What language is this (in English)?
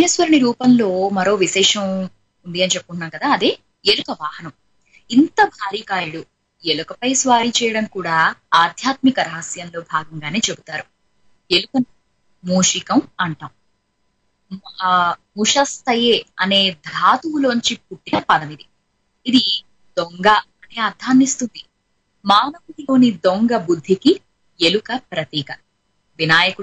Telugu